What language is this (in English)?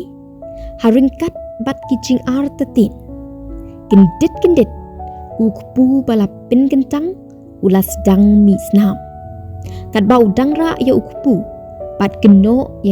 Khasi